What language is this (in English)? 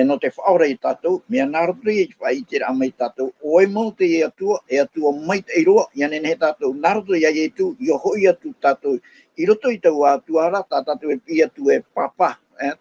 Tahitian